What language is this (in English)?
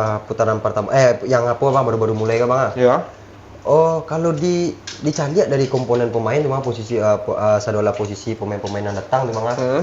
Minangkabau